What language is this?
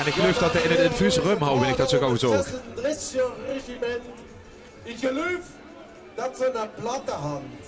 Limburgish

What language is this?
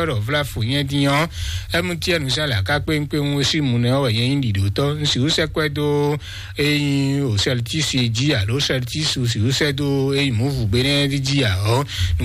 Fon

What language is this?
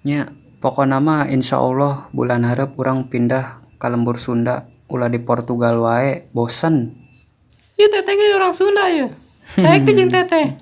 Sundanese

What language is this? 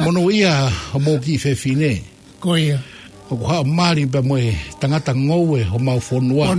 Tongan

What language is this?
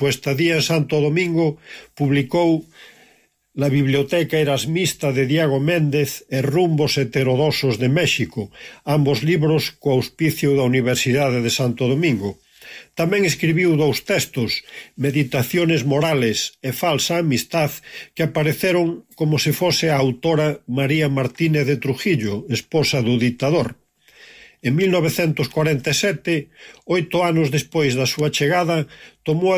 Galician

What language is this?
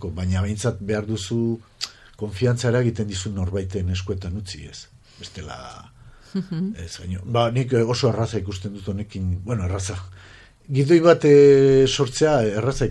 Basque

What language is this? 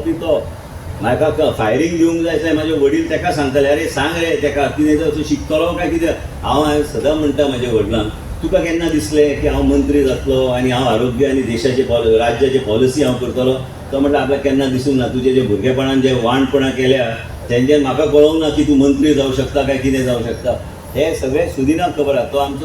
Konkani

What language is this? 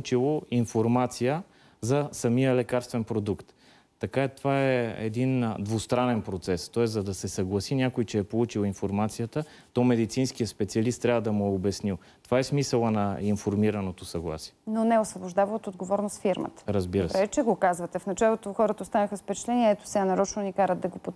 Bulgarian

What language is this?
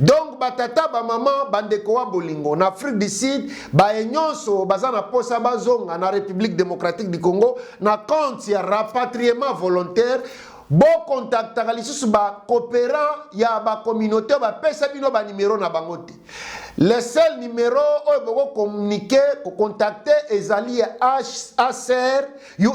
Lingala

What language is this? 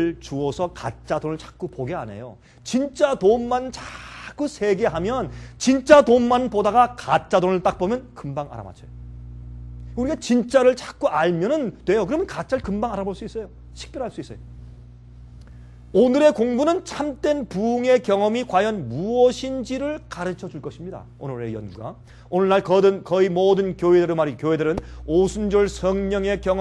Korean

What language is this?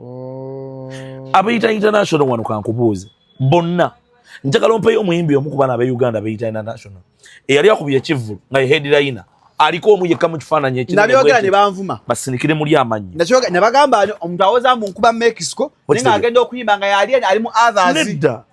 Ganda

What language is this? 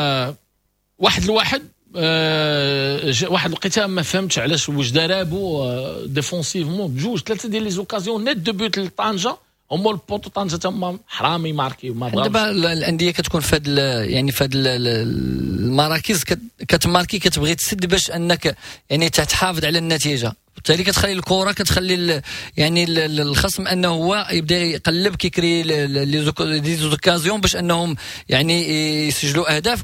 Moroccan Arabic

